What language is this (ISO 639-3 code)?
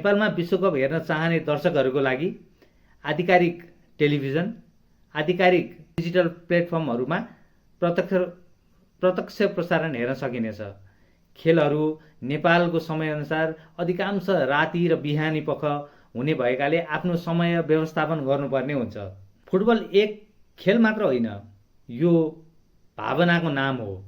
nep